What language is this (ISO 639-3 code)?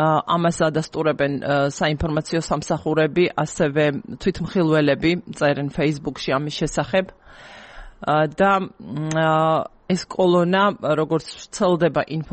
kat